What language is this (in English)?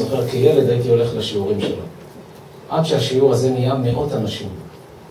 Hebrew